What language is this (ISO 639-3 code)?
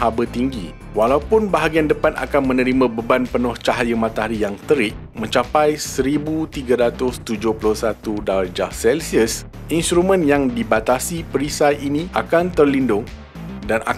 msa